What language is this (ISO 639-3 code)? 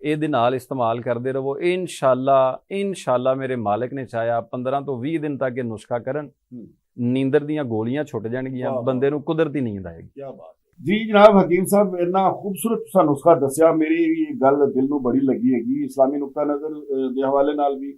lah